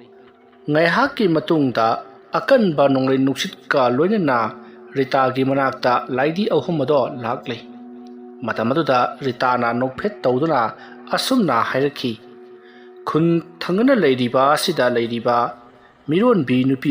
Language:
Manipuri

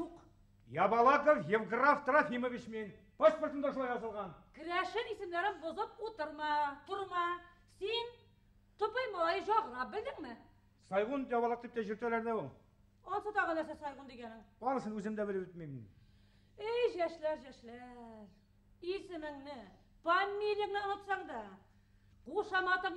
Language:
Bashkir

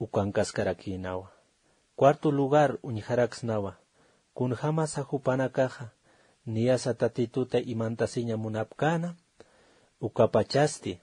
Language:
Aymara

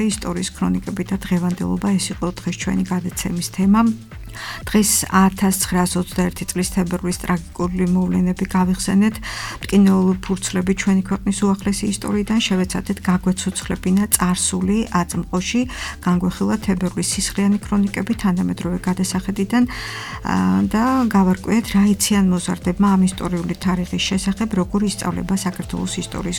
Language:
Georgian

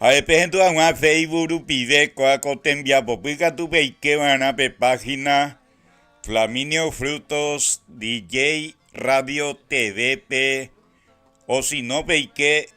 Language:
Guarani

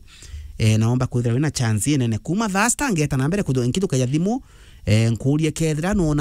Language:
Meru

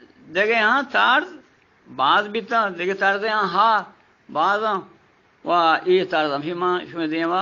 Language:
Eastern Balochi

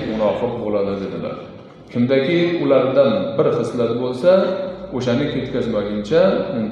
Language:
Uzbek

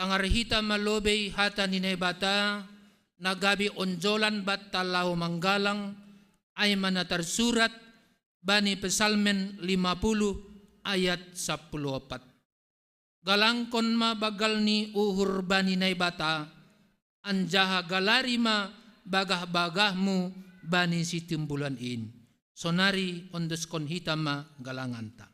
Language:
Batak Simalungun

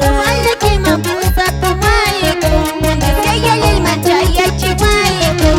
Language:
Quechua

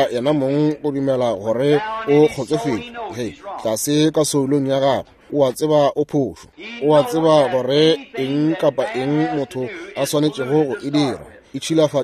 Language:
Northern Sotho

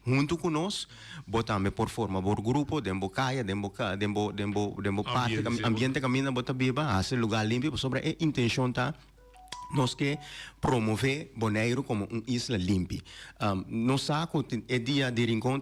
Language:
Papiamento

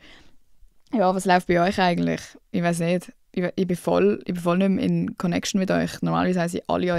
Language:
Swiss German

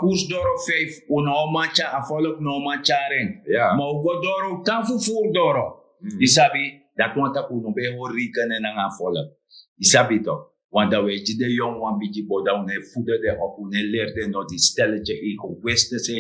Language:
Sranan Tongo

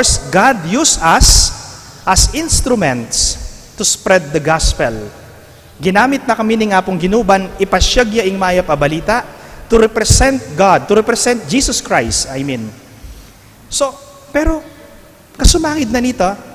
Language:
Pampanga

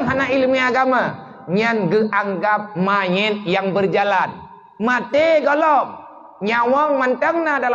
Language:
Achinese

